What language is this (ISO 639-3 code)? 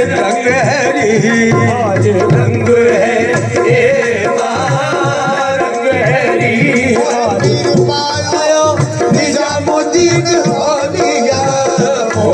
hin